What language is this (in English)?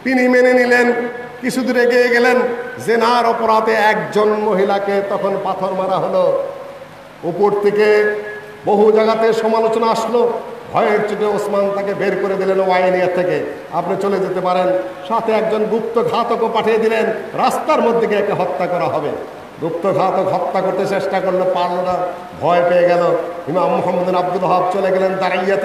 Bangla